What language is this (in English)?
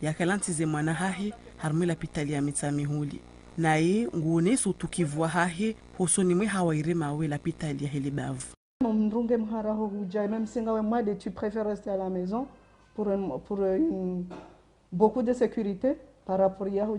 Ngazidja Comorian